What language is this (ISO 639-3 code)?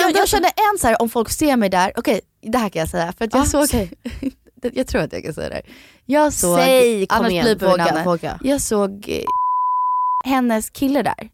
swe